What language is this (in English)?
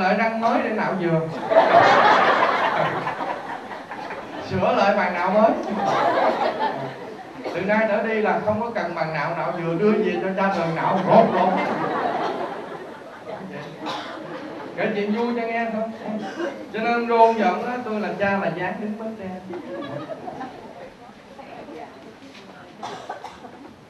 Vietnamese